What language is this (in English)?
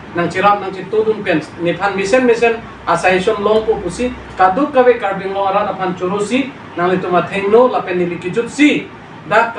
Karbi